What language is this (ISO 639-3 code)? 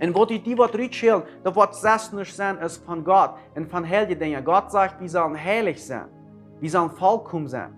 pdt